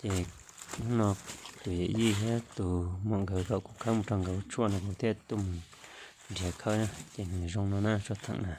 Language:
Hmong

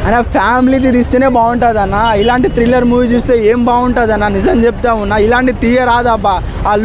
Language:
Telugu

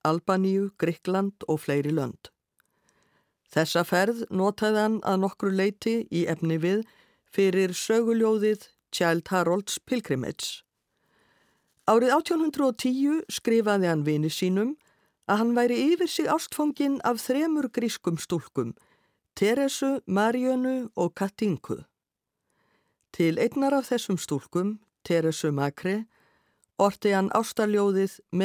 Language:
Icelandic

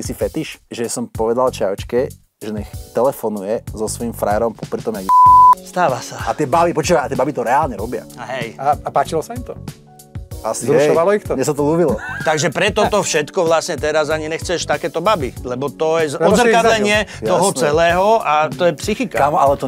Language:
Slovak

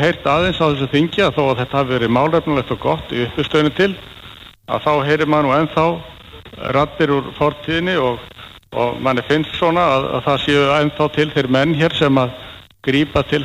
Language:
Icelandic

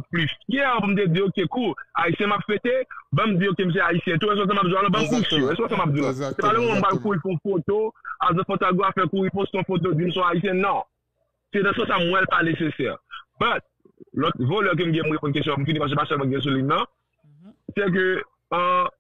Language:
Haitian Creole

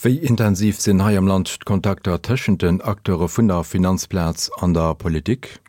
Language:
Luxembourgish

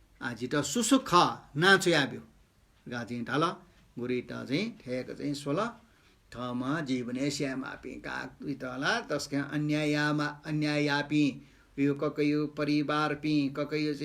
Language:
Newari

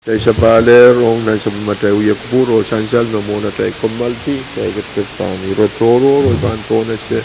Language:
Pohnpeian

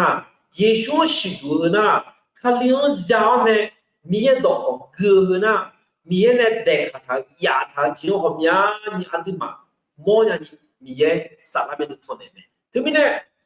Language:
Akha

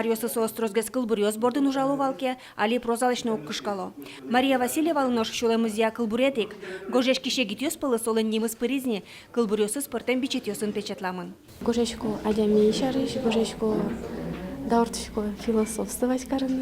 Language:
Udmurt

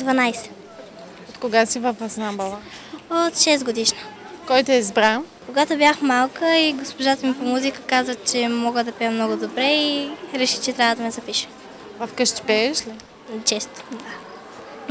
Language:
Bulgarian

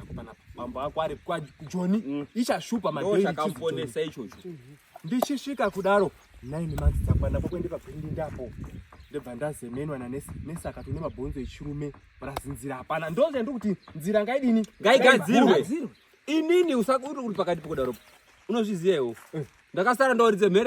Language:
Shona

